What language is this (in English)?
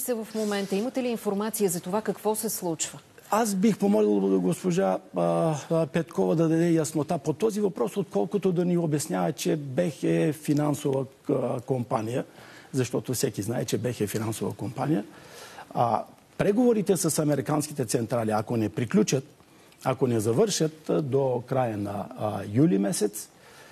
Bulgarian